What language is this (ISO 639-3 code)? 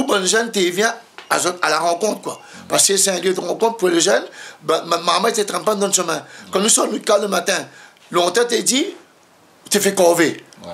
rcf